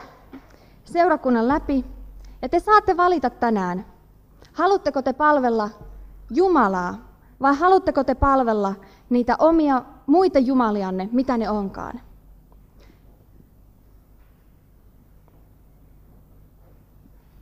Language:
Finnish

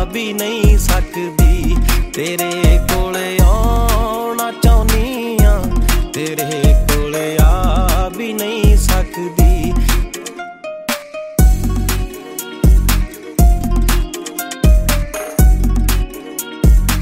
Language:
Punjabi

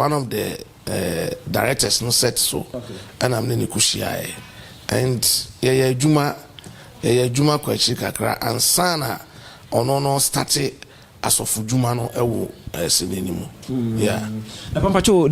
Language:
Akan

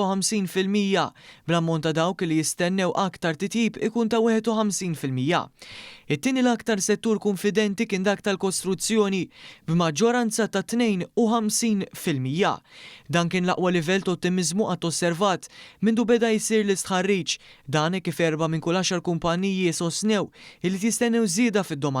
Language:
Maltese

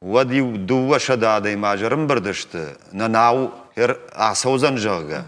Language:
Ossetic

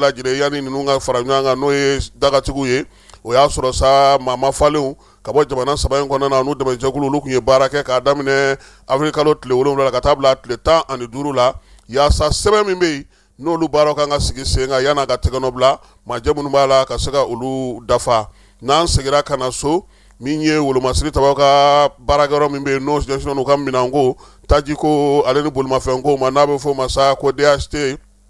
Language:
Bambara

